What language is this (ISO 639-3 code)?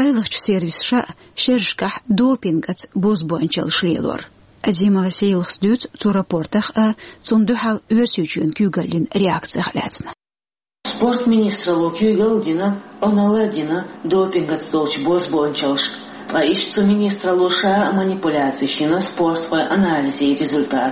che